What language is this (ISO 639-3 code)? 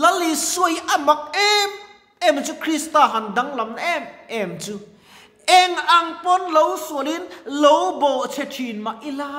lus